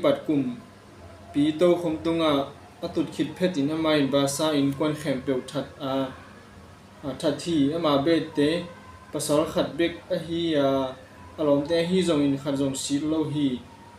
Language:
Tedim Chin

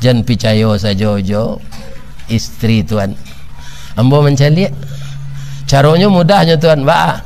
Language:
Minangkabau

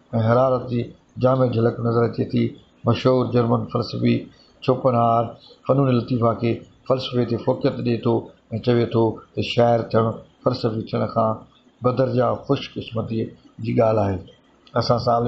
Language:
Sindhi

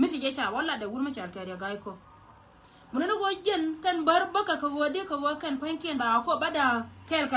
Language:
Nuer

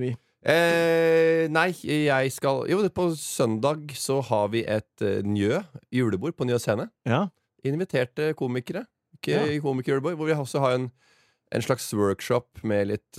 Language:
Norwegian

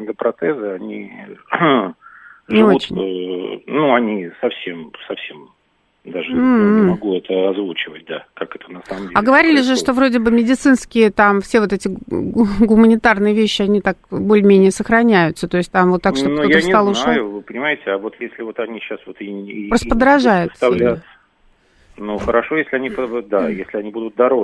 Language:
Russian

